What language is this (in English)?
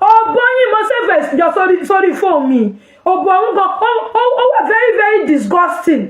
Yoruba